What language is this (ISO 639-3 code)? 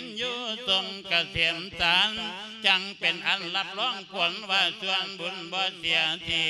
lao